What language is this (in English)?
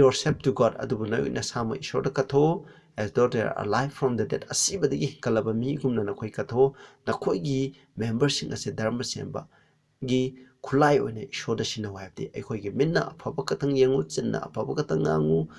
Manipuri